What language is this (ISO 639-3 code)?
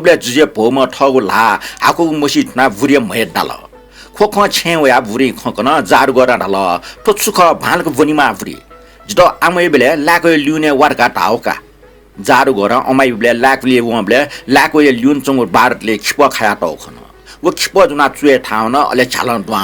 new